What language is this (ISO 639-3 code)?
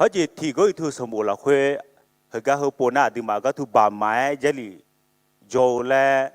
ahk